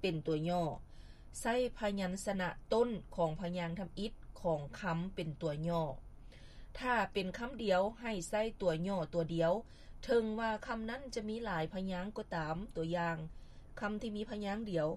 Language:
Lao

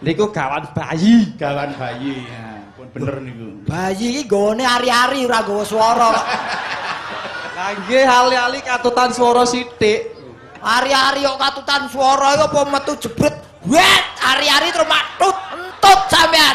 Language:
Javanese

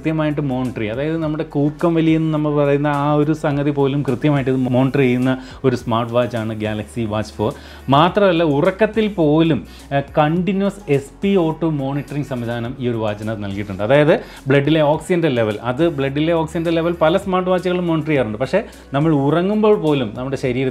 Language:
Malayalam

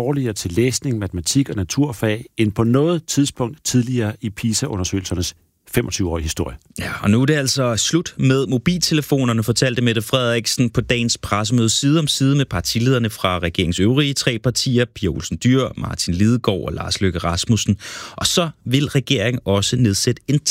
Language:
Danish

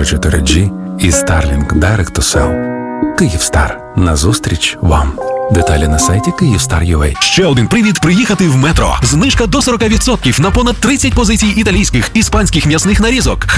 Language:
Ukrainian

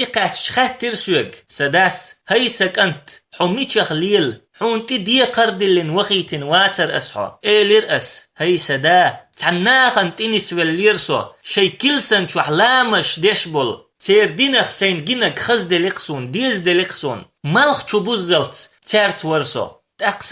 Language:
Chechen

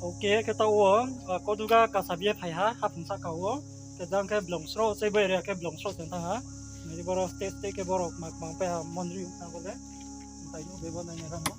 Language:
Riang (India)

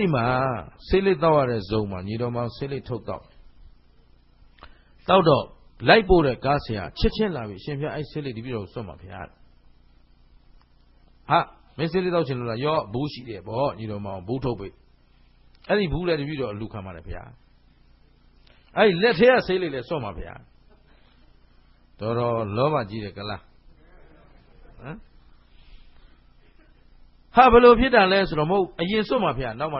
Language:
Burmese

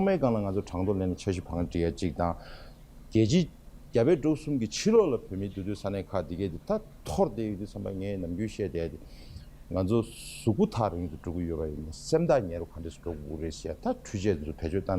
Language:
Tibetan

